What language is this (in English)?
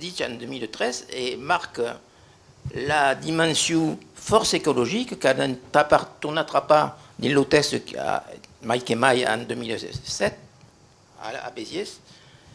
Occitan